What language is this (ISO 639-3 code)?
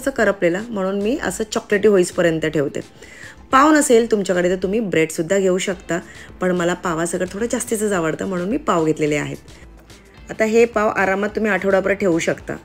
mar